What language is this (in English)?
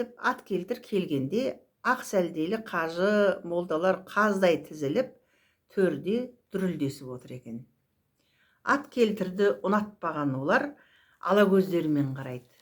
Kazakh